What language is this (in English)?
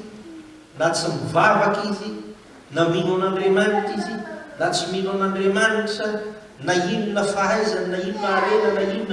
Malagasy